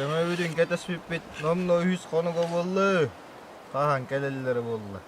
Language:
Yakut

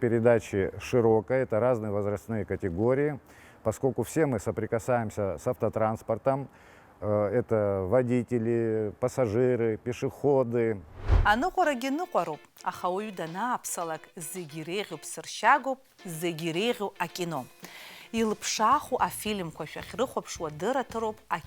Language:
Abkhazian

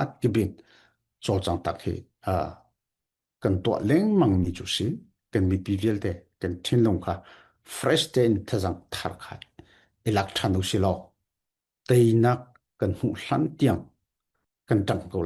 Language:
Falam Chin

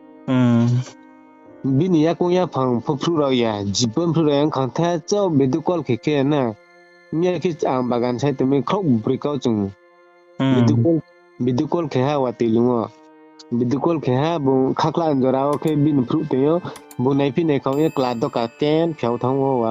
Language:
Riang (India)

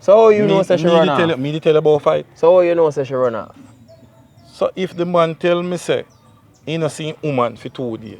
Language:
Jamaican Creole English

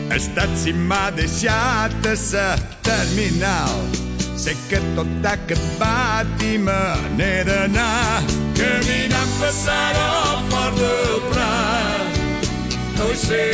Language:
Catalan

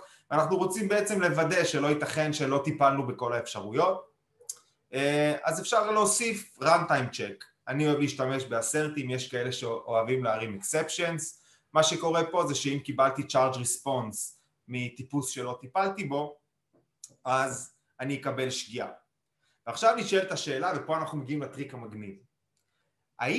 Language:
Hebrew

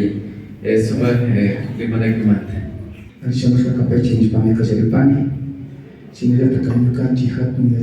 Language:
Imbabura Highland Quichua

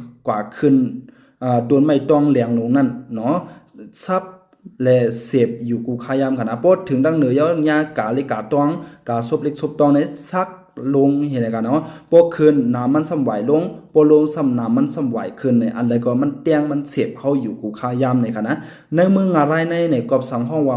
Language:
Shan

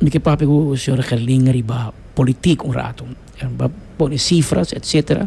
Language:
Papiamento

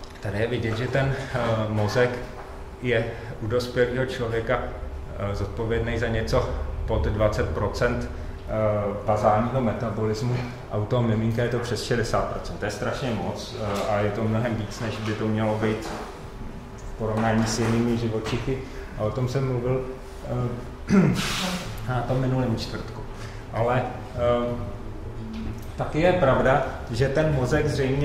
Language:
Czech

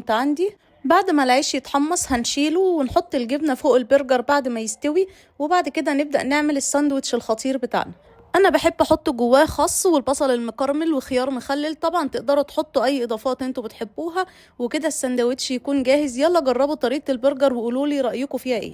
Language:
Egyptian Arabic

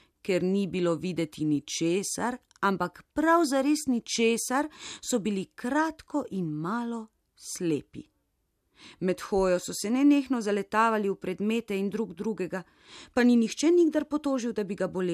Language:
Slovenian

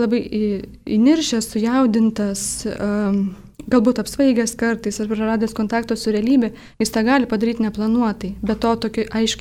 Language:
Lithuanian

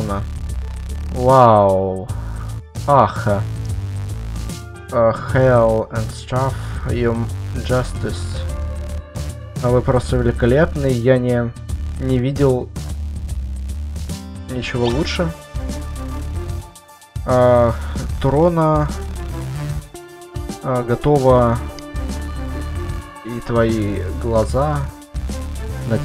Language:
Russian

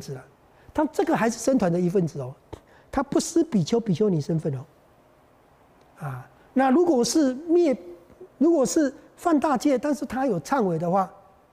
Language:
Chinese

